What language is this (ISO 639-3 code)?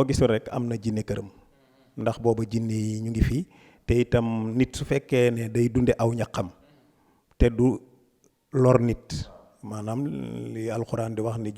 wol